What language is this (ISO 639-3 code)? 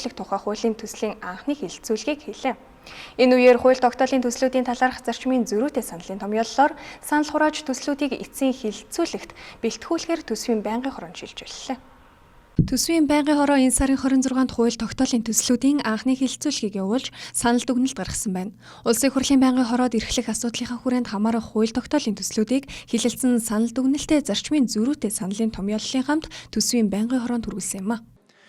mon